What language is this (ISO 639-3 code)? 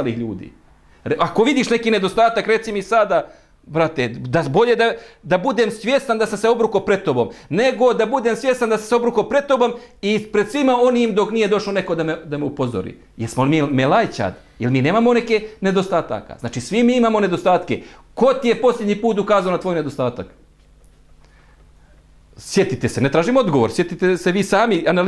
bos